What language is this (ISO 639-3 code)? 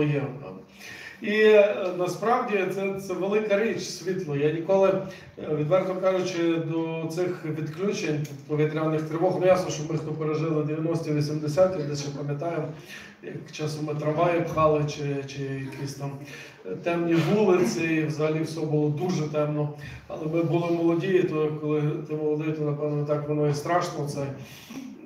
ukr